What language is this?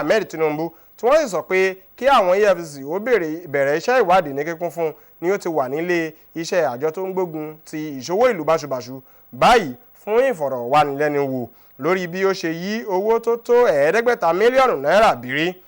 Yoruba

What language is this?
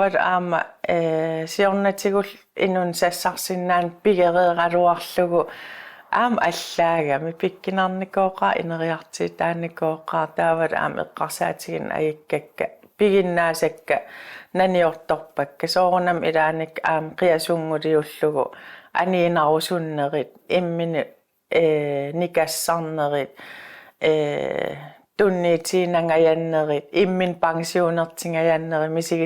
Kalaallisut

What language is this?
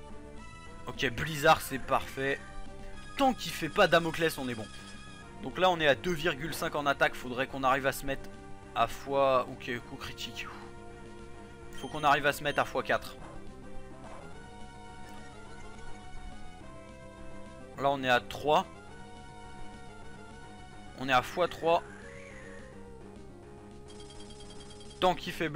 French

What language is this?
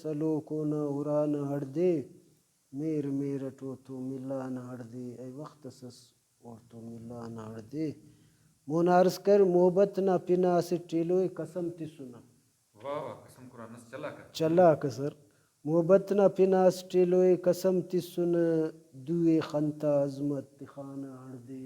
Brahui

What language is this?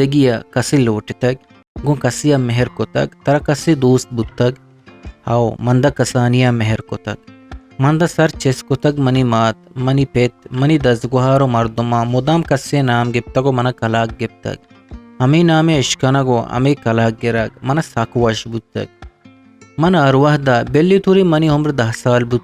Eastern Balochi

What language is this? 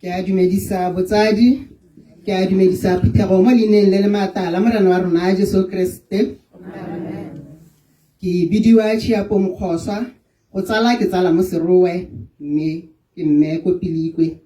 Tswana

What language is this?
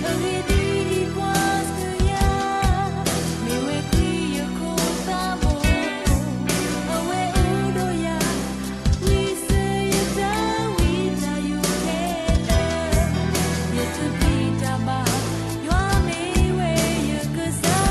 S'gaw Karen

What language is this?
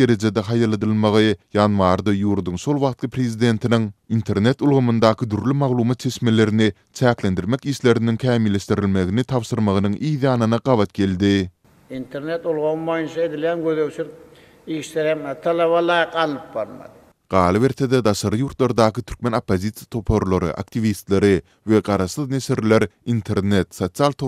Turkmen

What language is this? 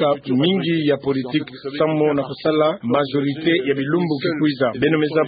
Kituba (Democratic Republic of Congo)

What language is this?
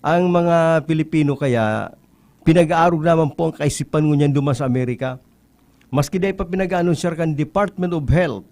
Bikol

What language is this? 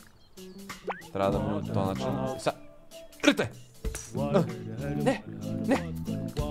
Bulgarian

